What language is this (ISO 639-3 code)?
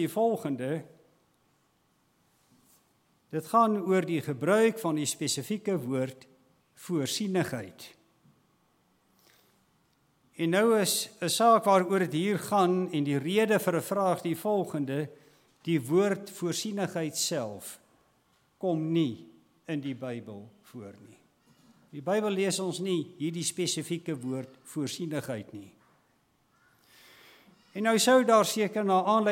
afr